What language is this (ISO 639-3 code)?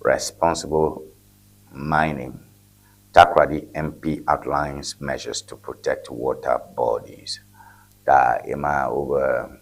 ewe